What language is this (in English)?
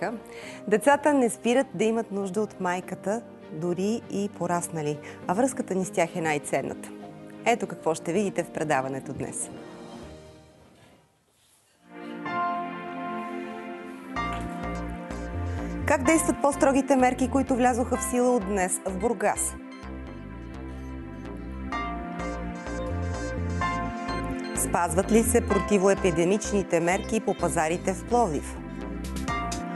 Bulgarian